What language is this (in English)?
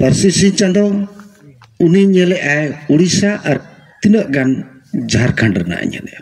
Santali